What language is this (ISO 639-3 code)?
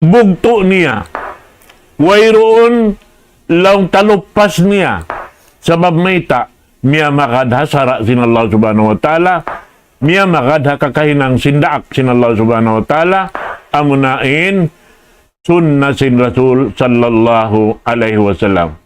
tsg